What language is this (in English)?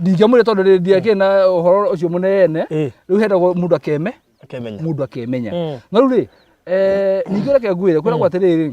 Kikuyu